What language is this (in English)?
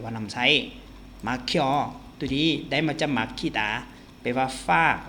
Lao